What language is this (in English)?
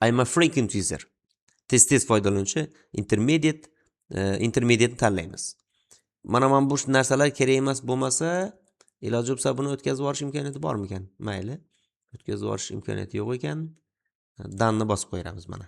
Uzbek